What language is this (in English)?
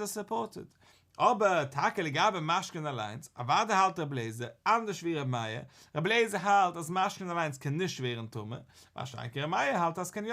Yiddish